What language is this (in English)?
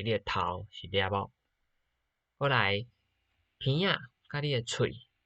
Min Nan Chinese